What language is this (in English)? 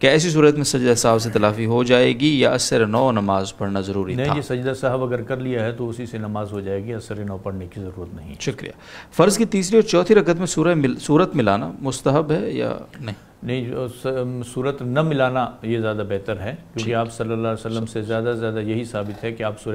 Urdu